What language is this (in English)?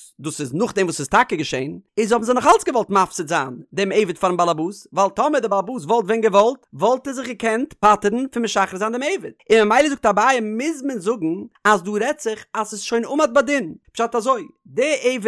Yiddish